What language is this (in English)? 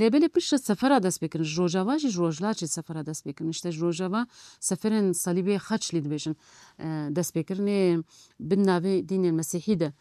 Kurdish